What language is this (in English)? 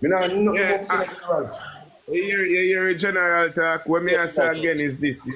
Jamaican Creole English